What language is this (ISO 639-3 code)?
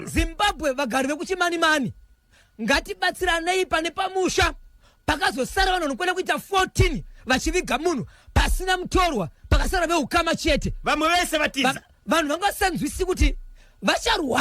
sna